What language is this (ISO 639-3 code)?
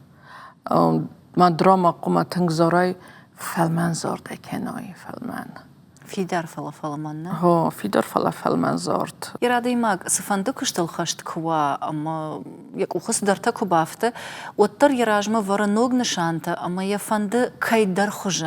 oss